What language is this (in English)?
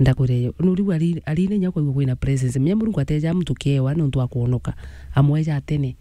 Meru